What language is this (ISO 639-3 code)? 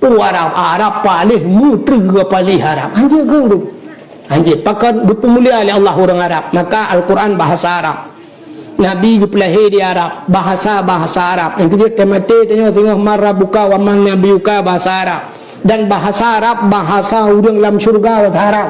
ace